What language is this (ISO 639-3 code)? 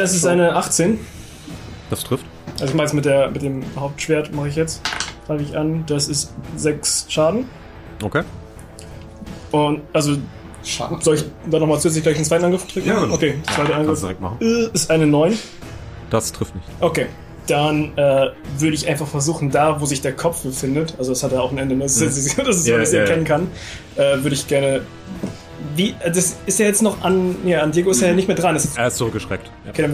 deu